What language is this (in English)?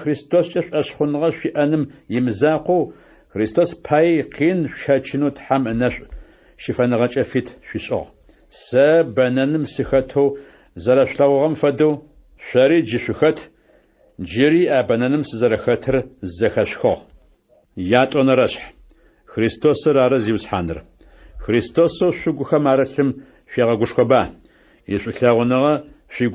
Adyghe